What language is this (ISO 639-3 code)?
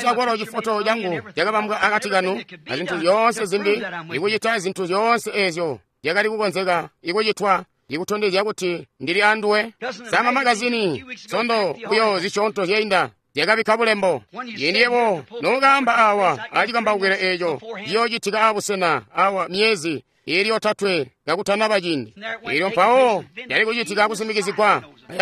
toi